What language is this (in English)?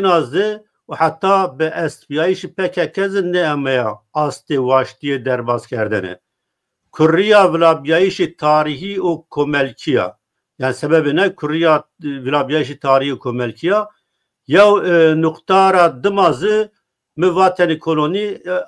Zaza